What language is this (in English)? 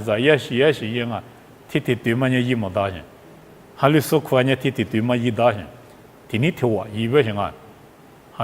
Lisu